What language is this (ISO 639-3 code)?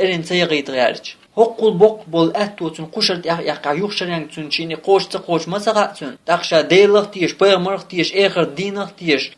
che